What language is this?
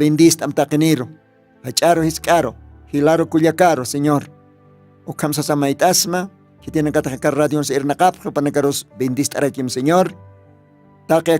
Aymara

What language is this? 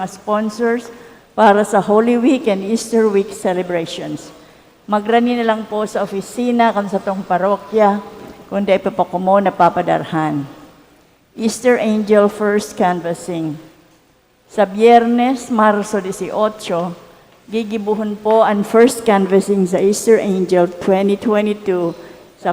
Bikol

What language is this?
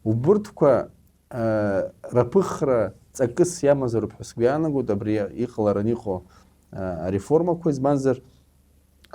Abkhazian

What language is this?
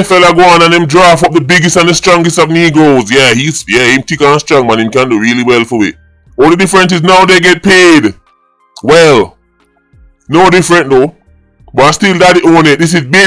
Jamaican Creole English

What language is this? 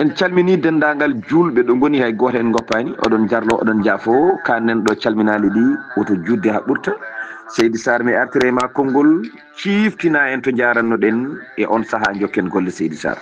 Fula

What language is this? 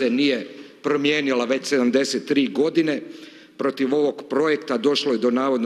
Croatian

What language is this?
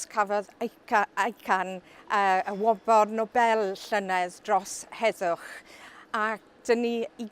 Welsh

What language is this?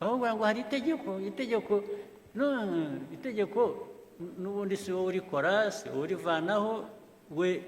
Kinyarwanda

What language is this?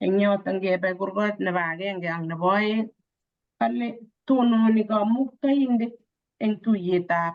Kalenjin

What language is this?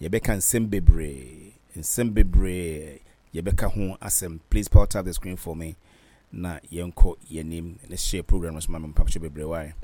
Akan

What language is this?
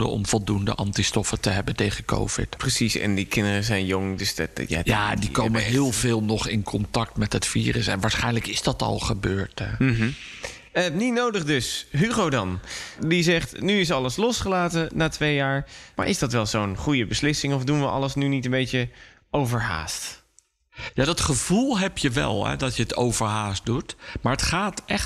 Dutch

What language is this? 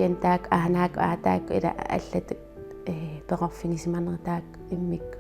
Kalaallisut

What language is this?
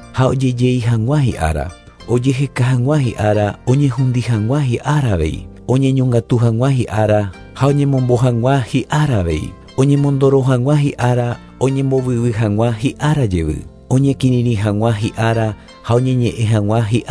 Guarani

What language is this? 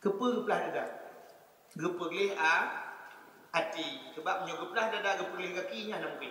Achinese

